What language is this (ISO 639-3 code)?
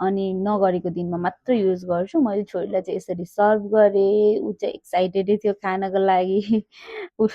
nep